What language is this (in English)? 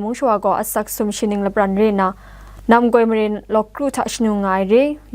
Kachin